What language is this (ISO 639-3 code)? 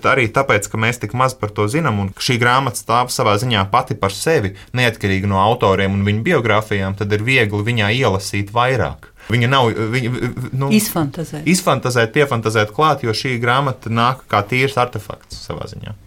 lav